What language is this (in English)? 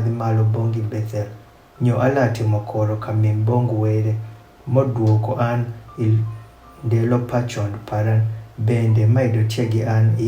Adhola